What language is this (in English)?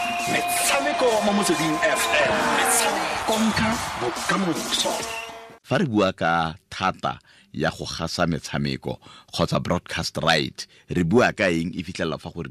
Tswana